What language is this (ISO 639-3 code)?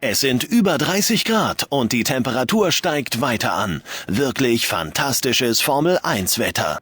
bar